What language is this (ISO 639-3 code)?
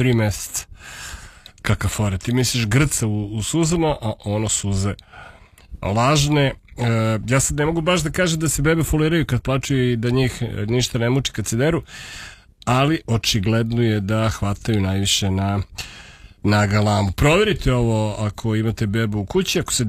srp